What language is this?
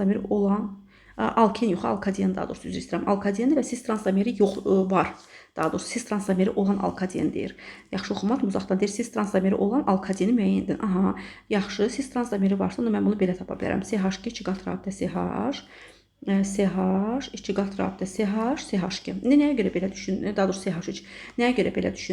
Azerbaijani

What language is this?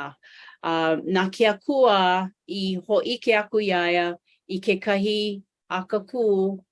Hawaiian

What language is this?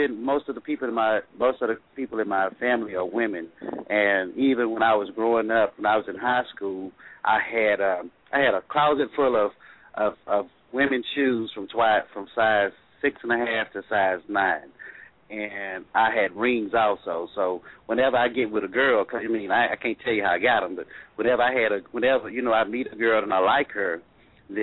English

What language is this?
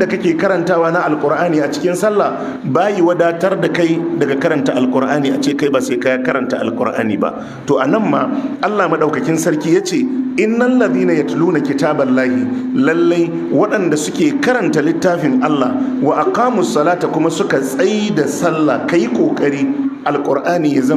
Hausa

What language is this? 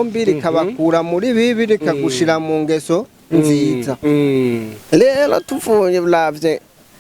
Rundi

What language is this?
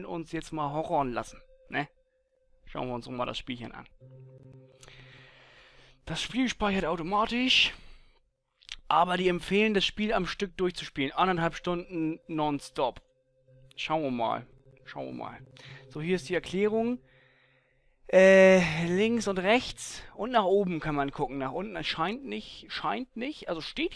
German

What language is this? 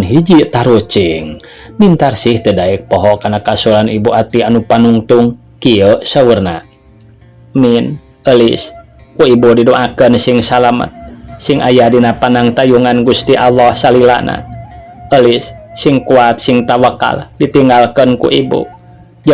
Sundanese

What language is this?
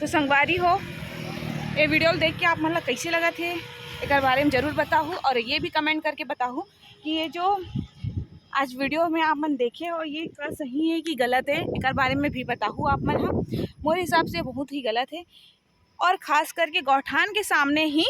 Chhattisgarhi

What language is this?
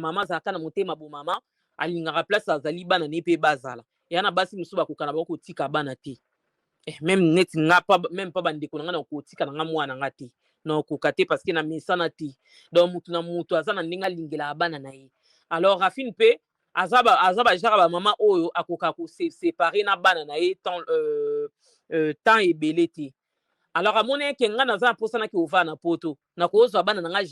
Lingala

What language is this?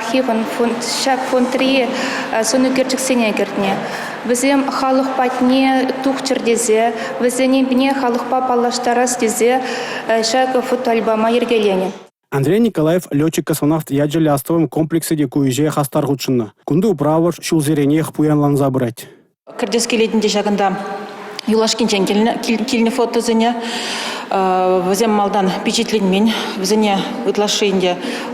Chuvash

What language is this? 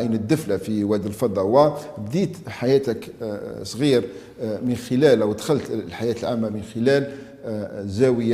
Algerian Arabic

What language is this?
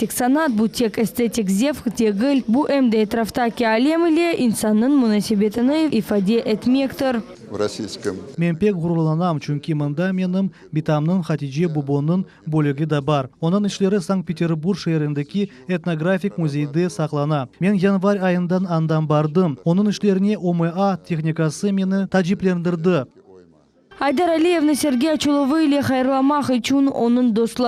Crimean Tatar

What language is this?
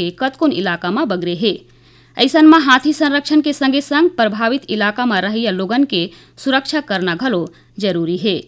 Chhattisgarhi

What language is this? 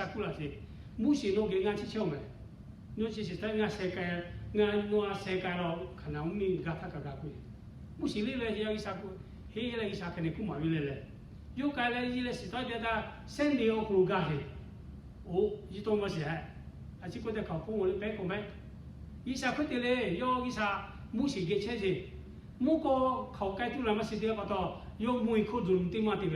Lahu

